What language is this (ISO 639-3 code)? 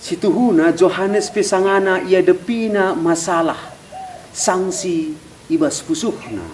btx